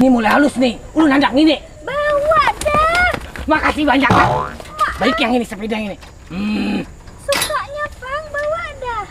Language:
Banjar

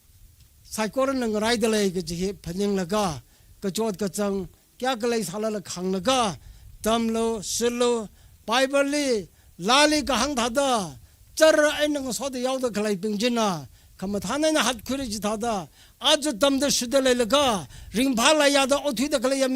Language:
Tangkhul Naga (India)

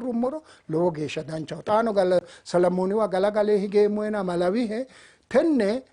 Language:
Sidamo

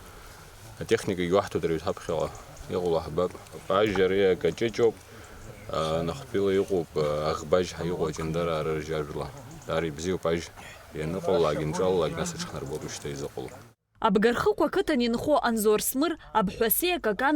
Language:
Abkhazian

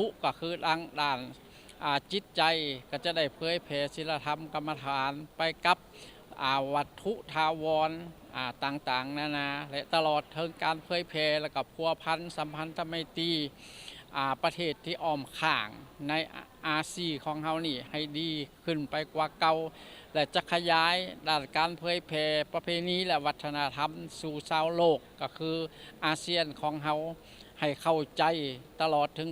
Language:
Lao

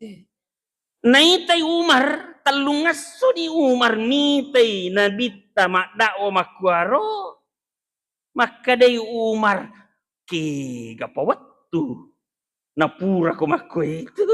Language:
Buginese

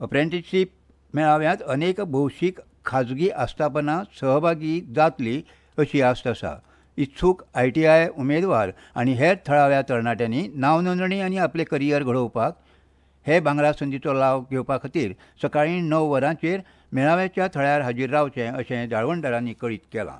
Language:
Konkani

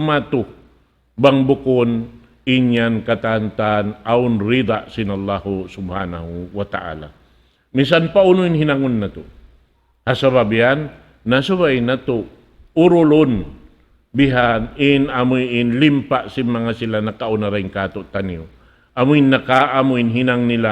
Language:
Tausug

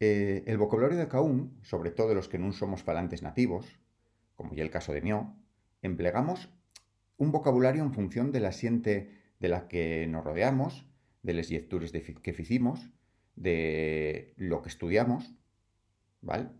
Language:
Asturian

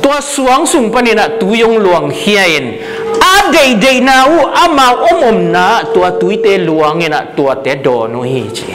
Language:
Tedim Chin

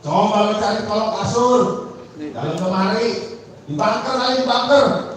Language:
Betawi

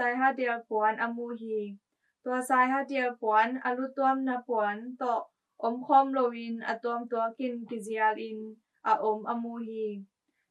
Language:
Tedim Chin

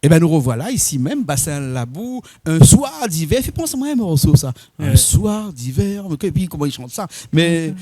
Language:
Réunion Creole French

